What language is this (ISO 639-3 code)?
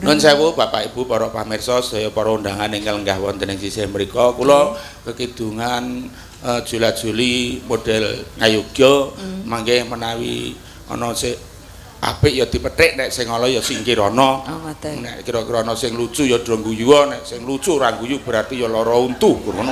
jav